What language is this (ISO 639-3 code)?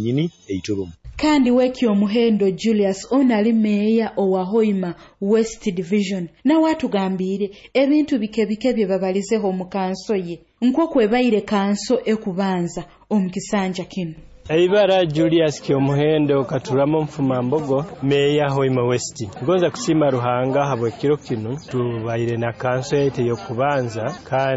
nyo